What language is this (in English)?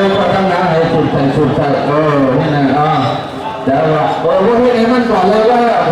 Shan